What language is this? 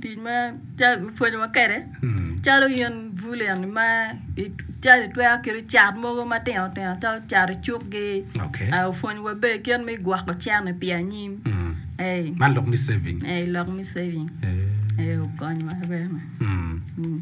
Acoli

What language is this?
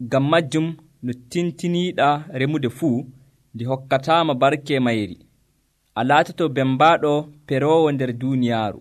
Nigerian Fulfulde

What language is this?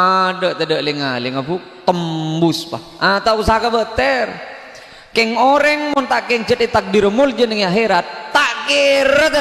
Madurese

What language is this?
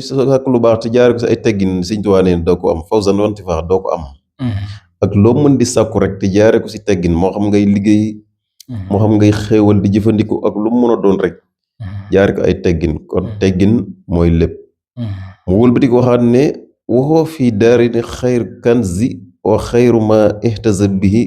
Wolof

